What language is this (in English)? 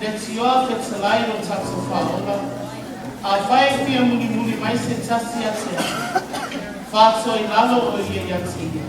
Samoan